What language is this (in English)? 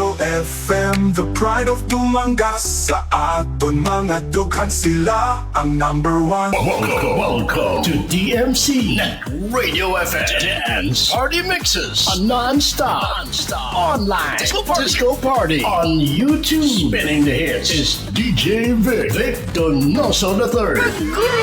Hiligaynon